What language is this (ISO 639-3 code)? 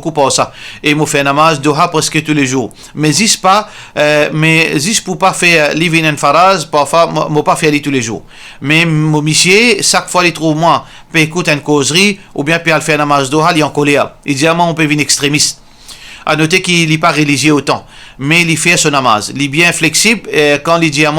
mfe